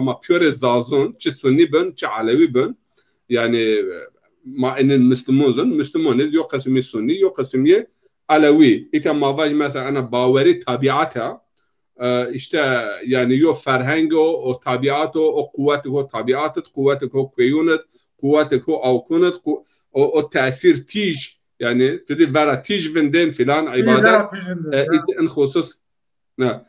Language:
Zaza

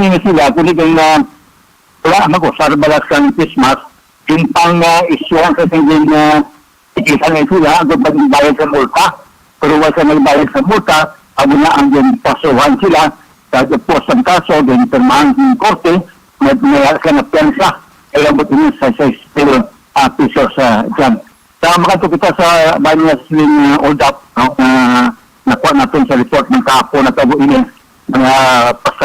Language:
Hiligaynon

